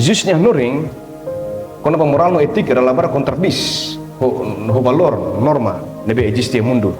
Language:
Tetum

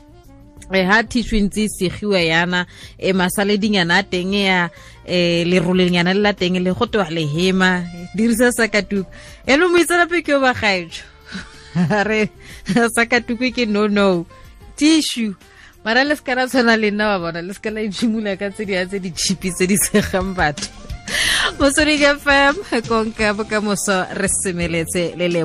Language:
Tswana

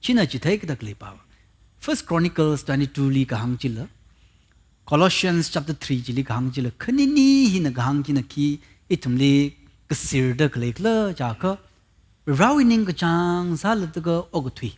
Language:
Tangkhul Naga (India)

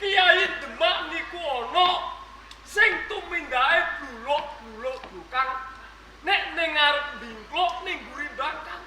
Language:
Javanese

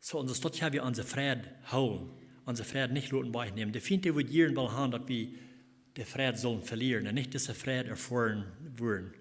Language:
Plautdietsch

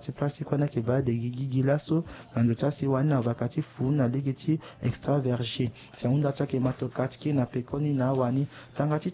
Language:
Sango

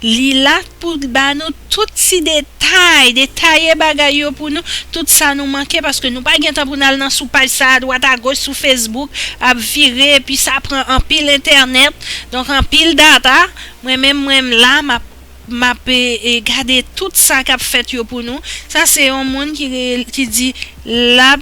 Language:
Haitian Creole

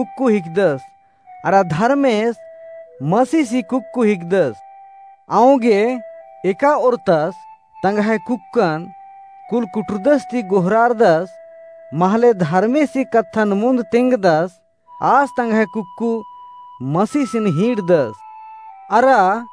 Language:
Kurukh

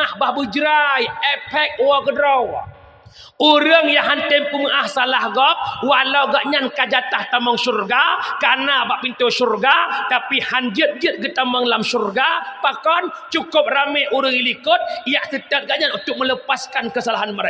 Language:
Achinese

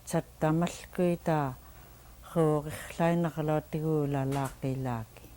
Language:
Central Yupik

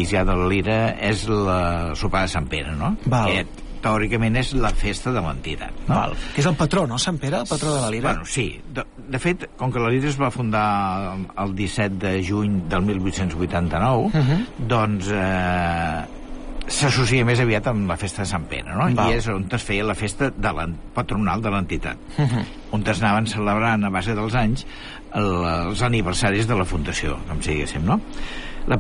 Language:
Catalan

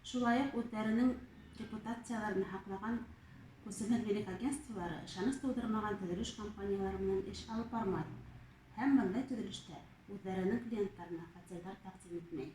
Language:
Bashkir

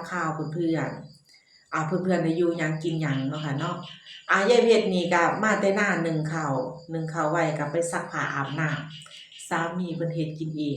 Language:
Northeastern Thai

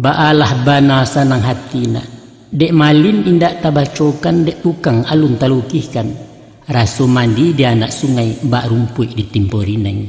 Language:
Minangkabau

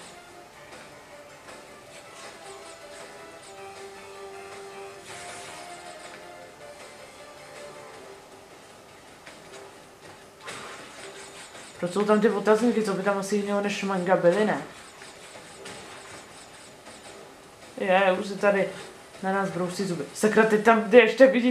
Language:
Czech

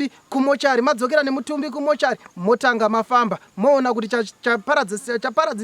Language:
Shona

